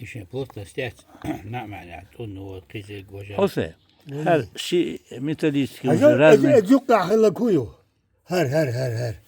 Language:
Chechen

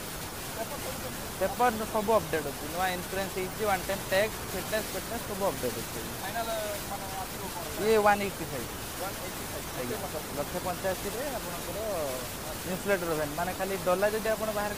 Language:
Odia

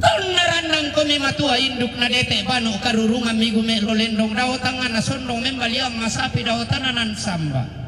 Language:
Toraja-Sa'dan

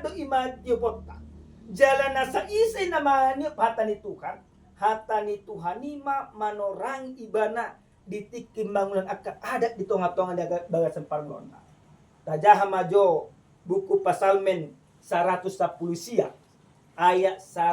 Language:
Batak Toba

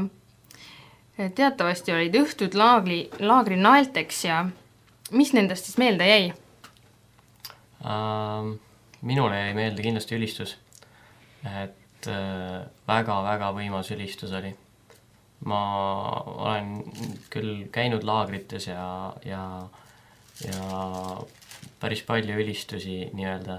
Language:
Estonian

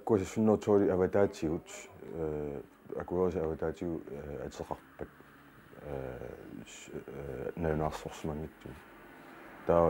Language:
Kalaallisut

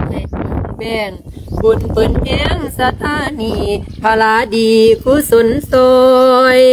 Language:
Lao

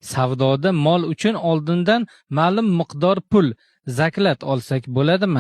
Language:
Uzbek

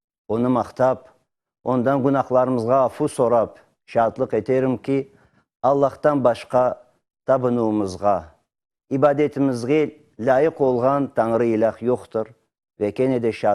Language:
Crimean Tatar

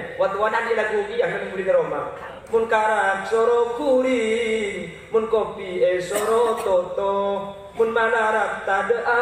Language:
Madurese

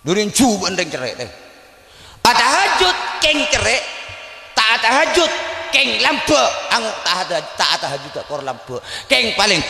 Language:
Madurese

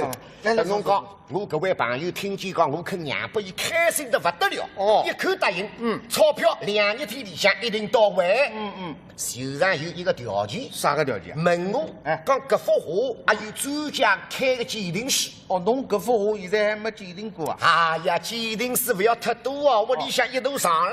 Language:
Wu Chinese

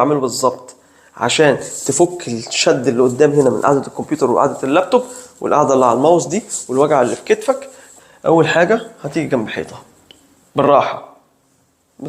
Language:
Egyptian Arabic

